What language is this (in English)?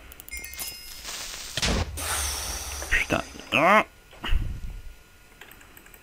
French